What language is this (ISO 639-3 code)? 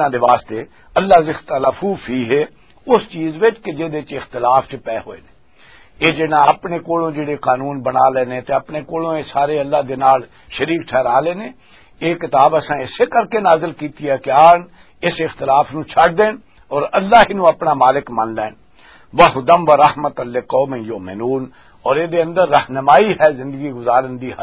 lah